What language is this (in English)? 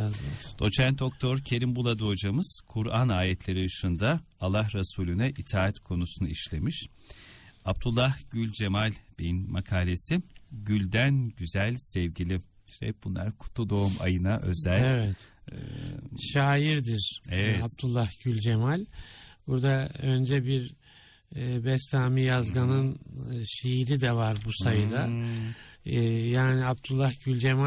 Turkish